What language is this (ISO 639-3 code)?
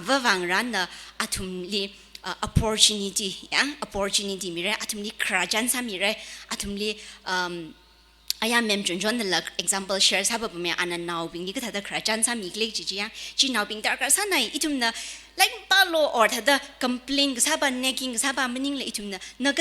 nmf